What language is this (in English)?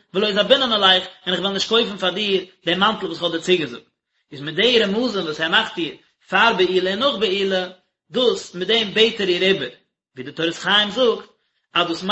Yiddish